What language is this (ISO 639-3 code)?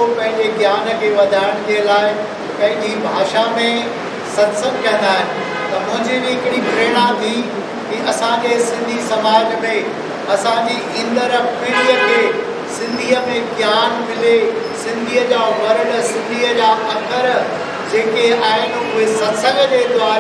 snd